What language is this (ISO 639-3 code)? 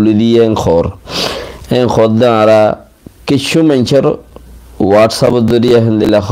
rhg